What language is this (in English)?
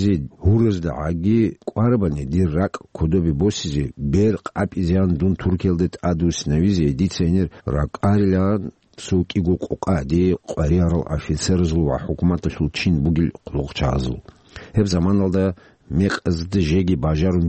Avaric